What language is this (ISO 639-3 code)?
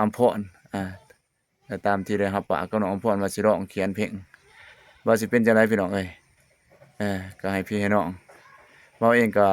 lao